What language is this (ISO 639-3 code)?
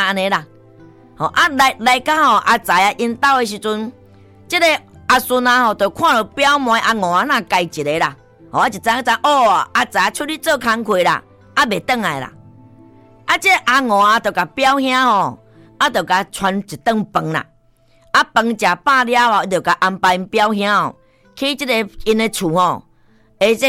nan